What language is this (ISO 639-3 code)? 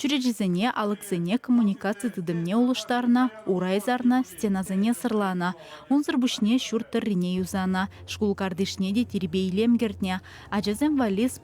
chv